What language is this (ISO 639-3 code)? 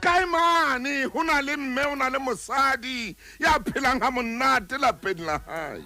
sot